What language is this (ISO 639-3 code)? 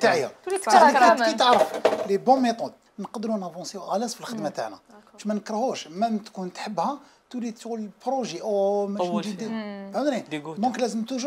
arq